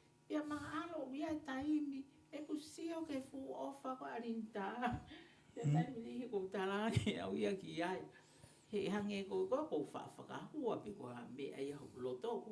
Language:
Tongan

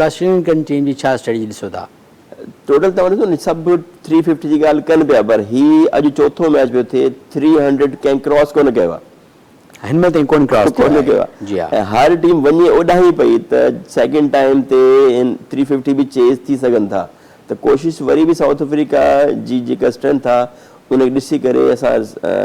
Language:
Sindhi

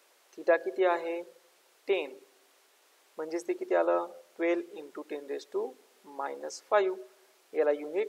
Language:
Marathi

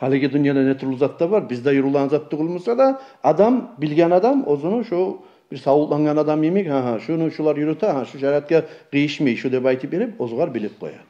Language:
Kumyk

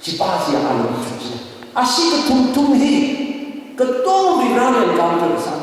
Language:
Tangkhul Naga (India)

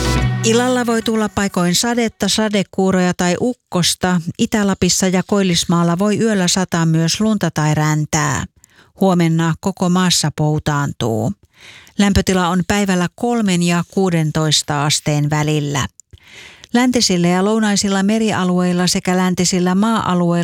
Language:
Finnish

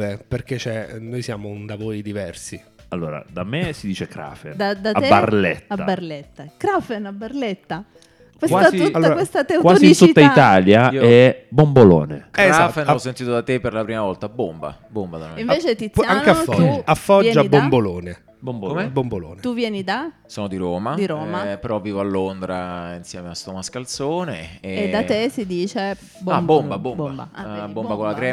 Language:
Italian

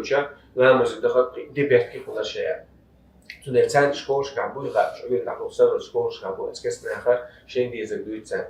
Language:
Chechen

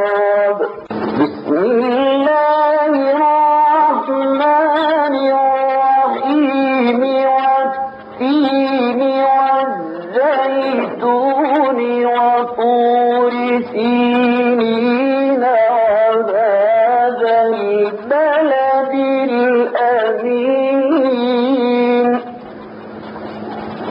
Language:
Arabic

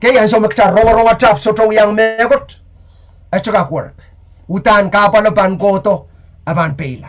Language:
Pohnpeian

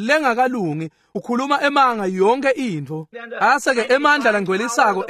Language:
Swati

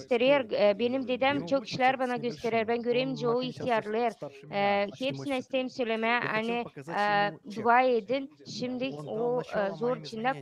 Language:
Gagauz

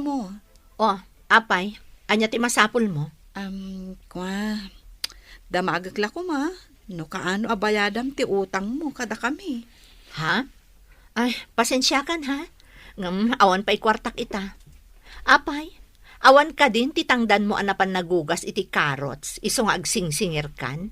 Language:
Iloko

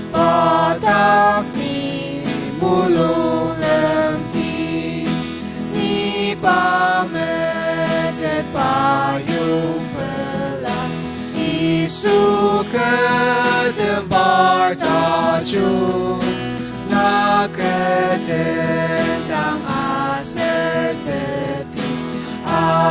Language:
Ao Naga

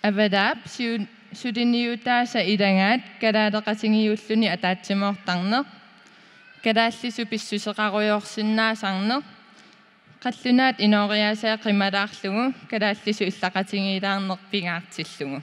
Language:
Kalaallisut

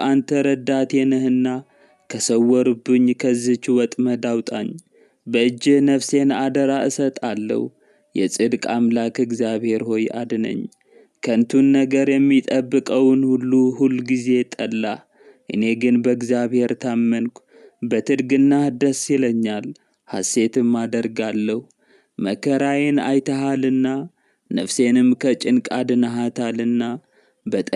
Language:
Amharic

